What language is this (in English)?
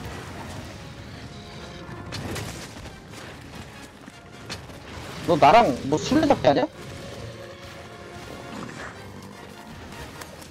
Korean